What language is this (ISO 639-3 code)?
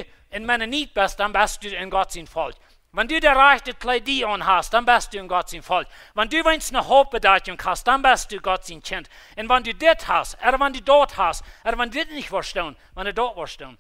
pdt